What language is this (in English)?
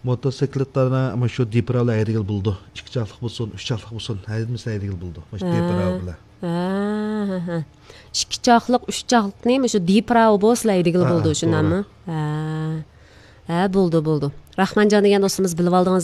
Uyghur